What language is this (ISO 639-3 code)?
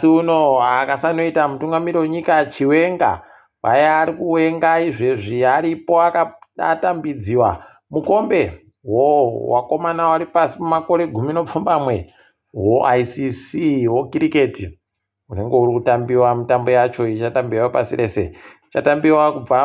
ndc